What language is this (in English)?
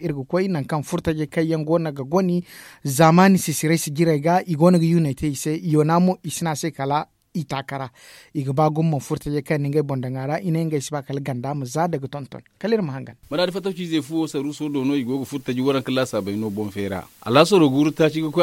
Zarma